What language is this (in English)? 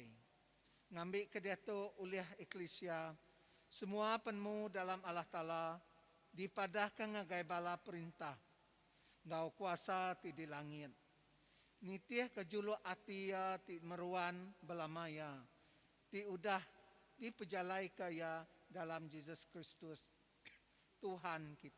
Iban